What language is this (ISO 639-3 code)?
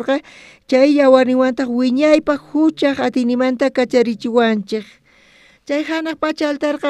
quh